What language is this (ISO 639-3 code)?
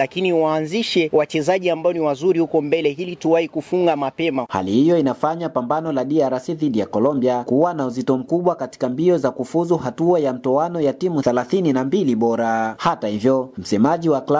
swa